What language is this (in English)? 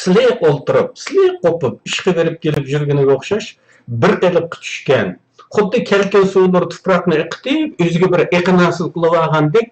Uyghur